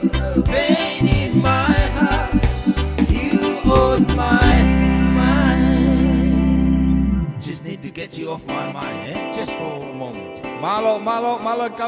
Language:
Tongan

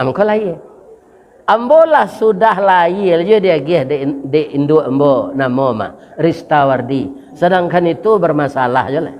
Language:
Minangkabau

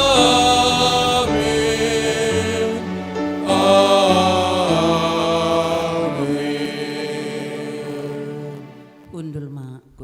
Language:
Batak Simalungun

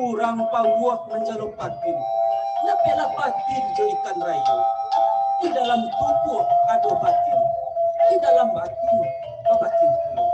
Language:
Minangkabau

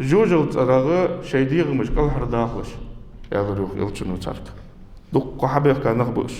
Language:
Ingush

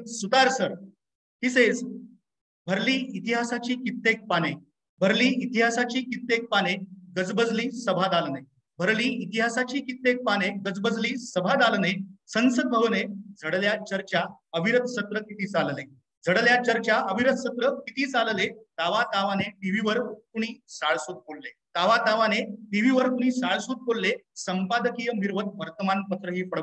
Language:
Marathi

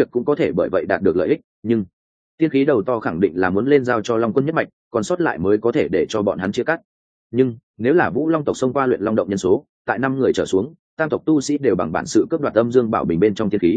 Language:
Vietnamese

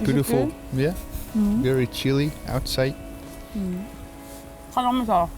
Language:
Kalaallisut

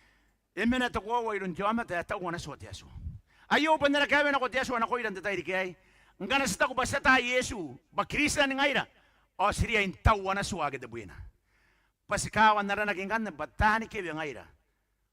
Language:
Gilbertese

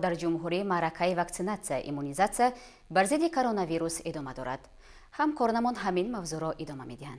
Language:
Tajik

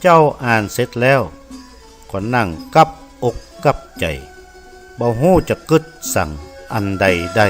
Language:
Northern Thai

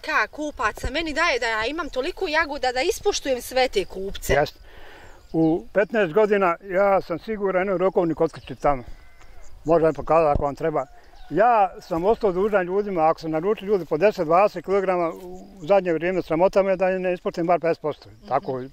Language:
Bosnian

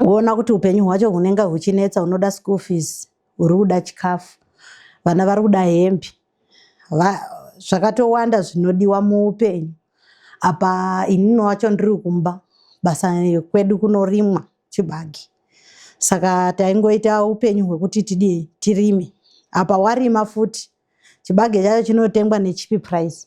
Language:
Shona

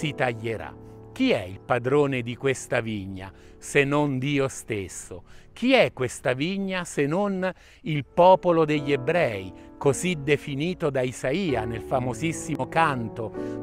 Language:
Italian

